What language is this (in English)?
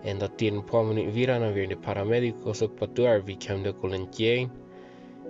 Plautdietsch